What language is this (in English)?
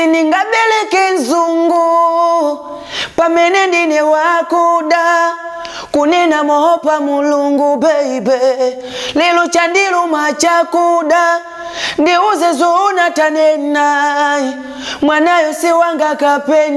Nyanja